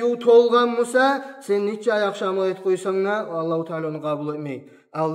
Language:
Kumyk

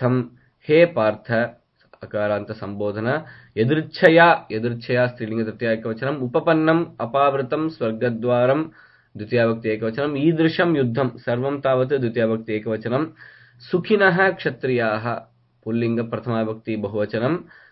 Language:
Sanskrit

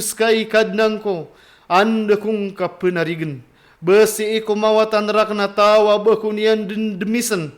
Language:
Maranao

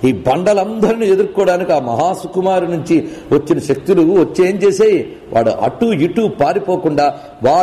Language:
Telugu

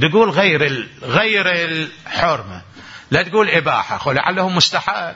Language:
Mesopotamian Arabic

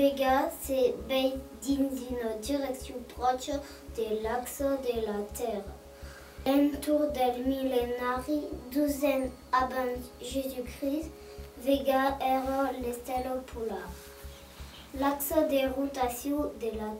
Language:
Occitan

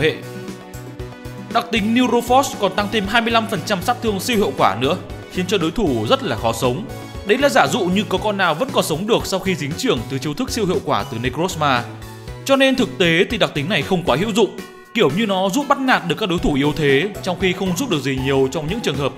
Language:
Vietnamese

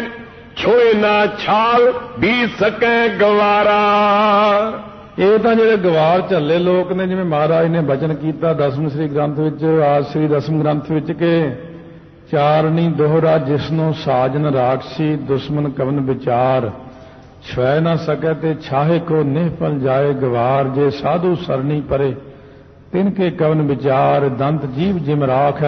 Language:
Punjabi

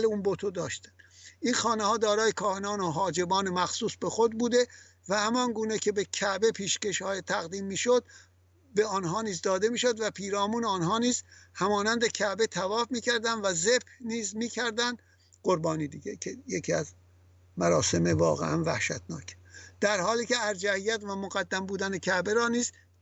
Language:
Persian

